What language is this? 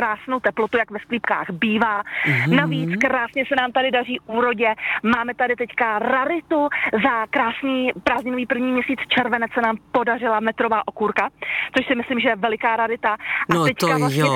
Czech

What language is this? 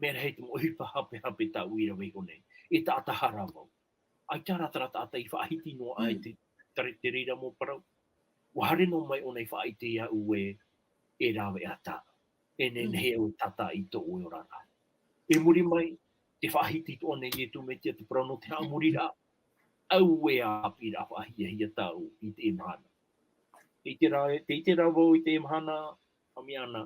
Tahitian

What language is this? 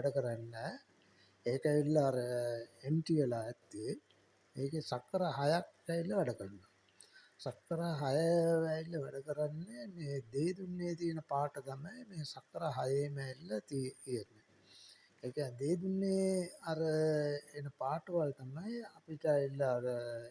Sinhala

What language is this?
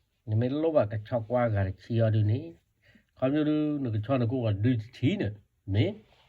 S'gaw Karen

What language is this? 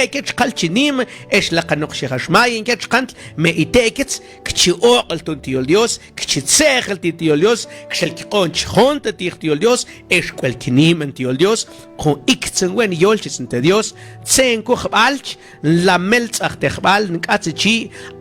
Mam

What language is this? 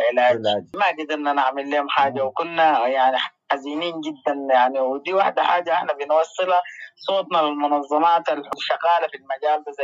Sudanese Arabic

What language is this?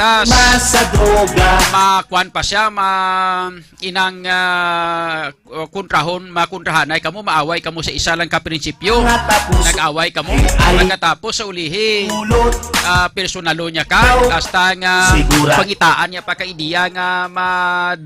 Hiligaynon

